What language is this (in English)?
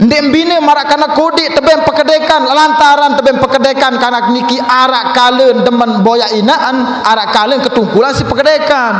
Sasak